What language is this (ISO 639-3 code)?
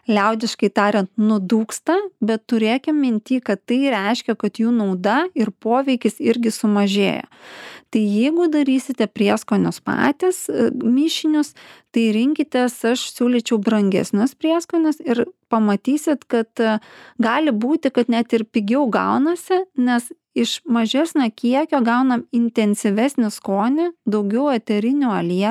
lit